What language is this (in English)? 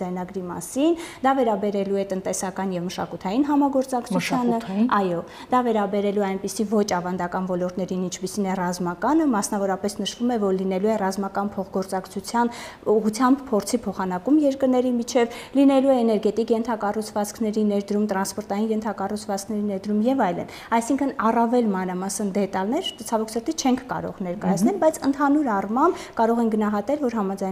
Armenian